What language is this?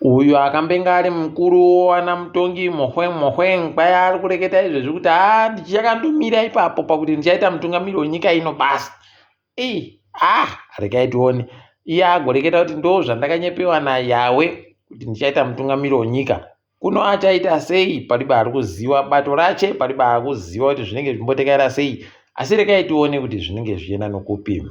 Ndau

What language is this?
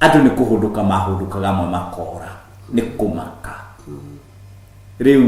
Kikuyu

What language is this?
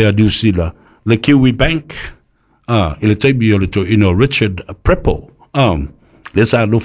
Samoan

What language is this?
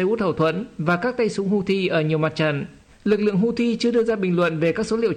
Vietnamese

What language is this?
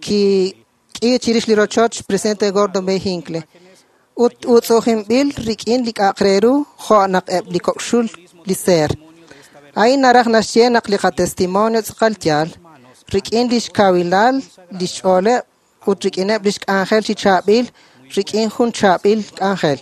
Kekchí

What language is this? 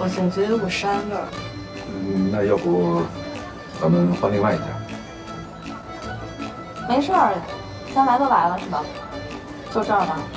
Chinese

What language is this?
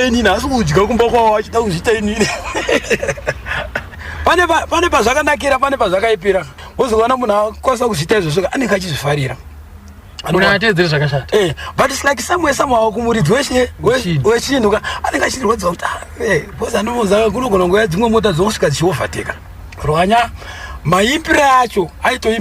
Shona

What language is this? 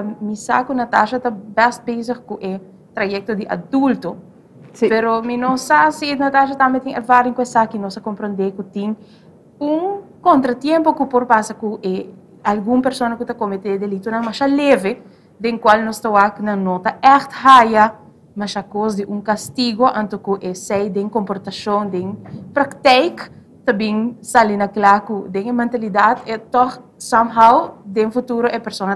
Papiamento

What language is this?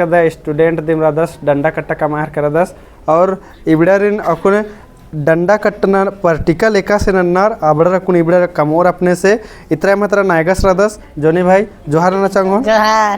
Kurukh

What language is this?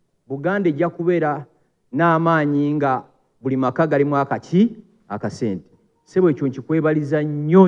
Ganda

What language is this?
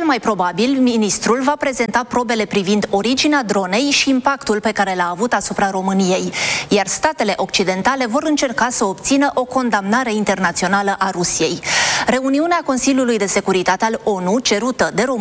Romanian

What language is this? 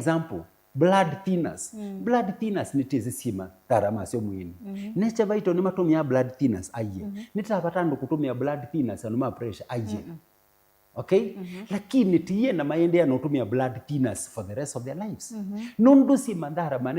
Kamba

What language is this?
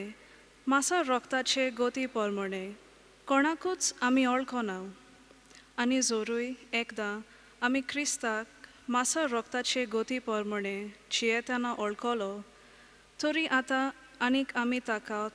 Konkani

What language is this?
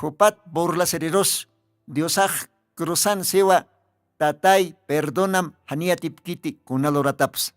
Aymara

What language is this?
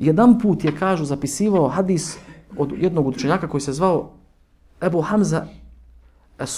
Bosnian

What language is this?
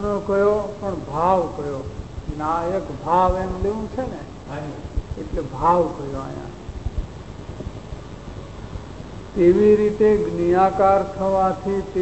Gujarati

